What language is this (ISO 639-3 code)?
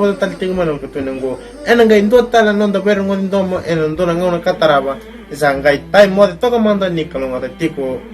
fij